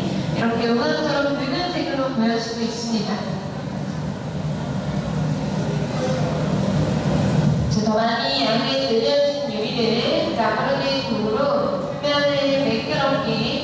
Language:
Korean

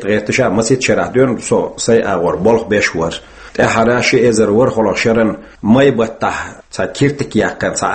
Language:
Chechen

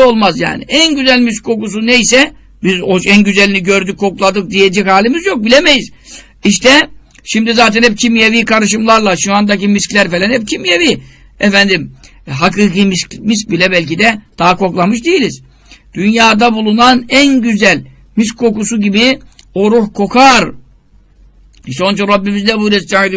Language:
Turkish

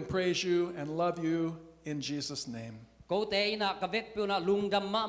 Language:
Tedim Chin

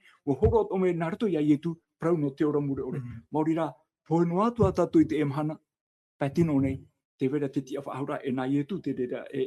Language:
Tahitian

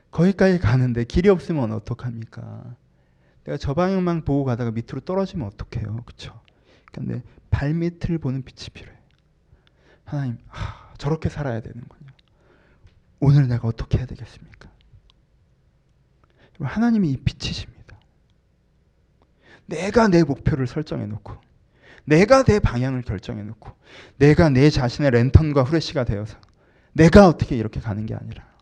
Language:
Korean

